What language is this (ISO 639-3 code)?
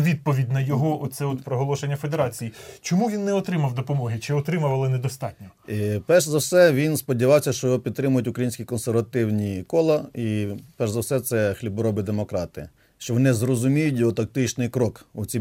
ukr